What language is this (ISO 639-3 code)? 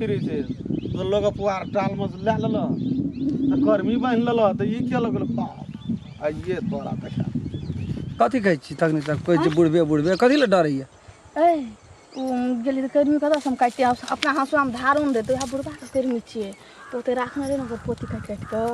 mai